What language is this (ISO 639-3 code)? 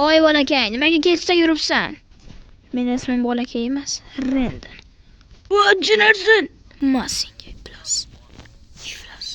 uzb